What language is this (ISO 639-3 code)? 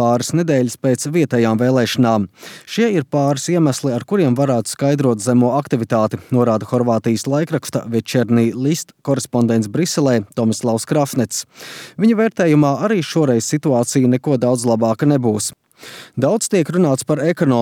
lav